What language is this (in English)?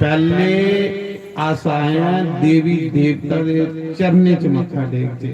Dogri